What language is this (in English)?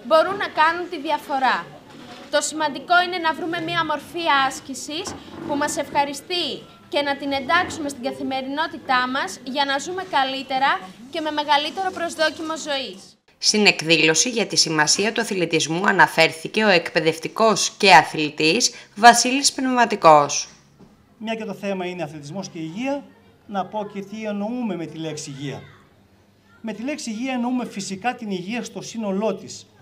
Greek